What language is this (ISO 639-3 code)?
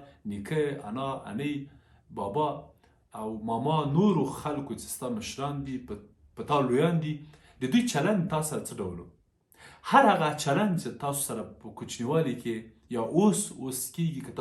pus